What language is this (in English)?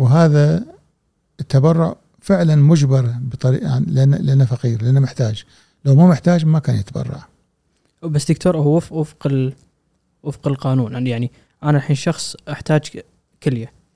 Gulf Arabic